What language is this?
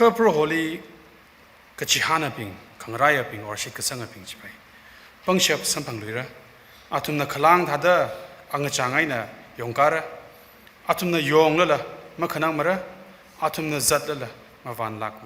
Tangkhul Naga (India)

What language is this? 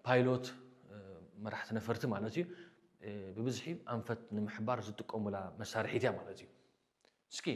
Tigrinya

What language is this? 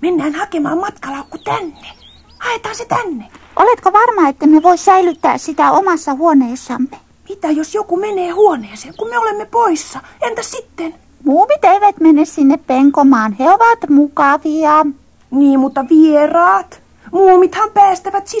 Finnish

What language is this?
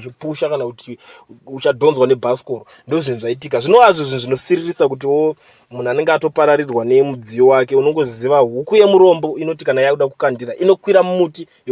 Shona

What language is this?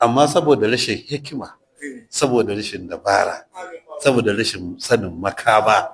Hausa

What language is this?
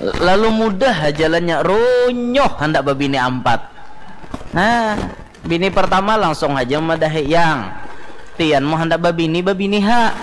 Banjar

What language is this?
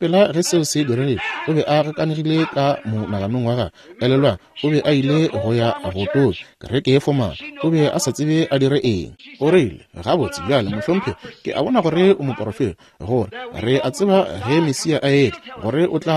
Northern Sotho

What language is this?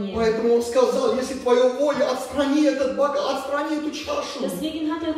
Russian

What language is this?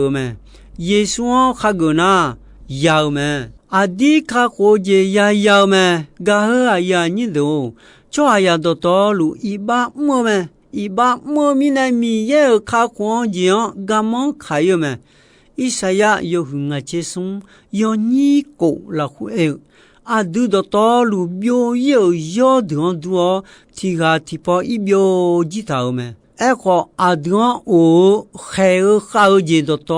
Akha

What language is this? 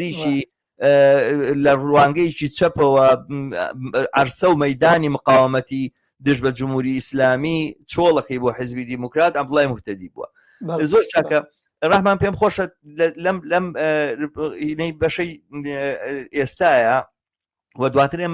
Central Kurdish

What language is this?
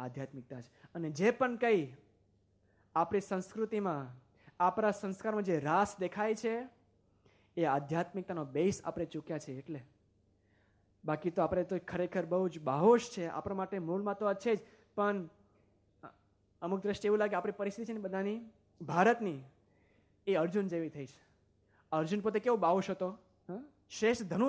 Gujarati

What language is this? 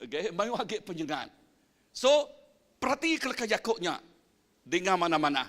Iban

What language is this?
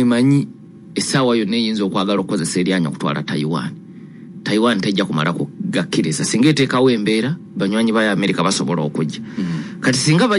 Ganda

